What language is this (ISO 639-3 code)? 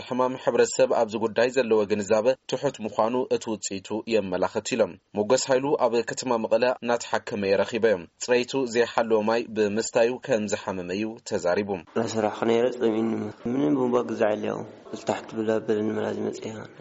tir